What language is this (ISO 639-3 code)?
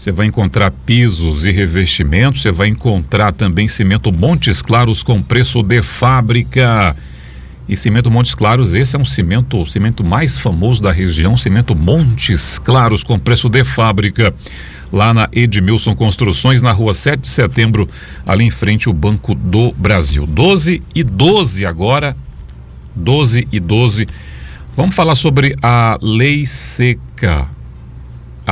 por